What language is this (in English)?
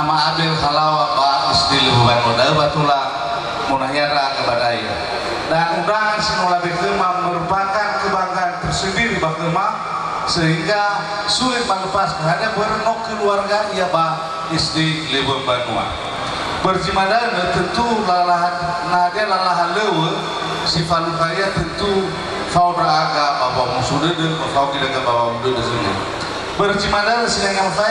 Nias